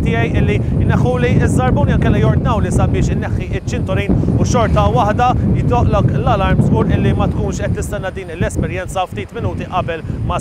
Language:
Maltese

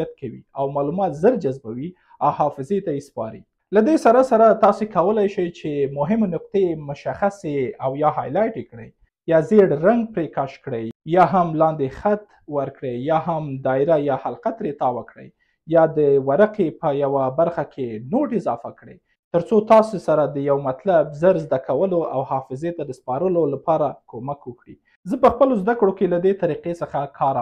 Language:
Pashto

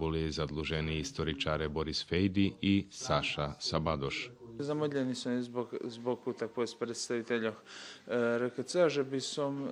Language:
Rusyn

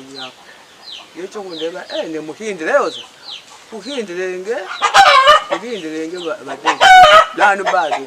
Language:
Luyia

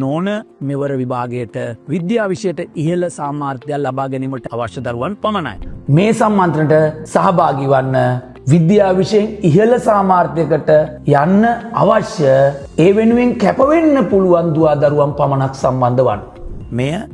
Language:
Sinhala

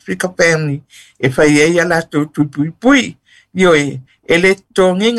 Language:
Samoan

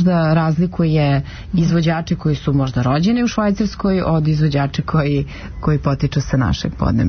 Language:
Serbian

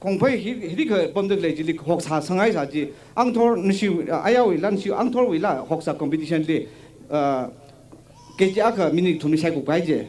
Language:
Tangkhul Naga (India)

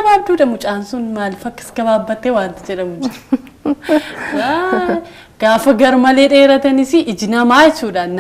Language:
Oromo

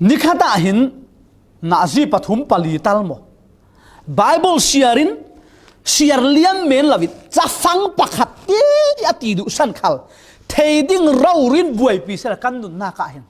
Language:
Falam Chin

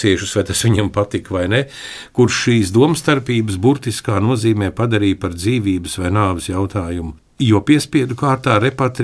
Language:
Latvian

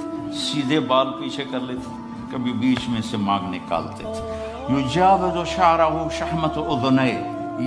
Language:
Urdu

